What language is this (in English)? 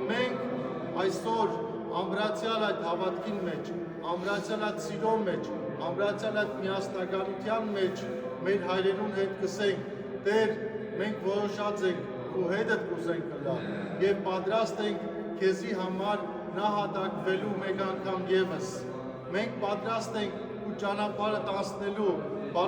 Western Armenian